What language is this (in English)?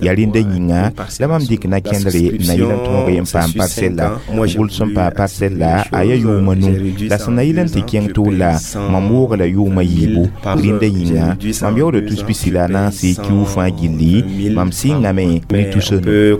Mossi